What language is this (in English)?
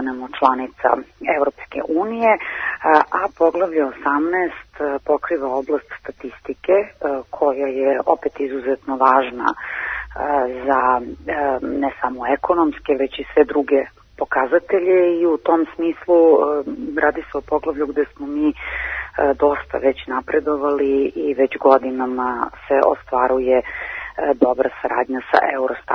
Serbian